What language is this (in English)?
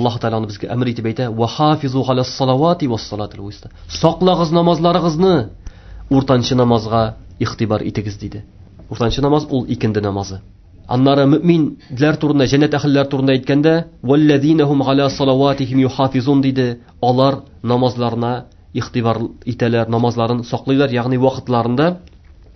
Tatar